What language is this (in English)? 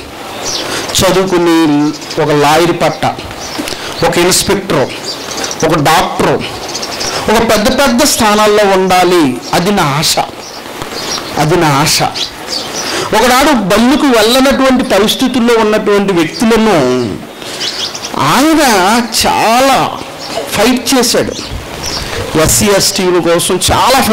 Telugu